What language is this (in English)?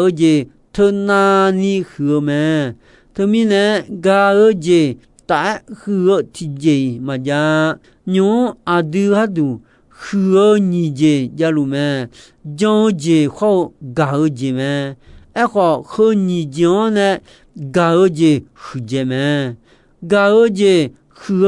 Akha